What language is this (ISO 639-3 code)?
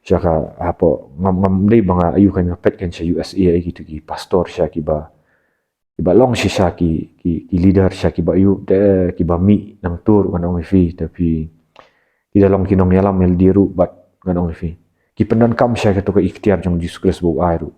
kha